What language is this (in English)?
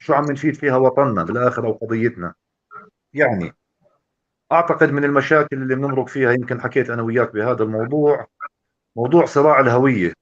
North Levantine Arabic